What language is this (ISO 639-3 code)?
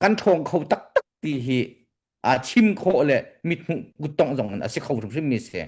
cnh